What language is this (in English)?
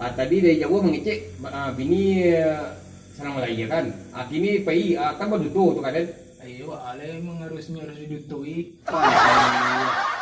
Minangkabau